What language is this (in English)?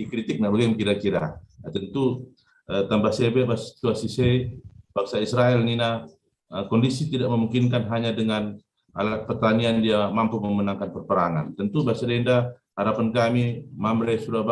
Batak Karo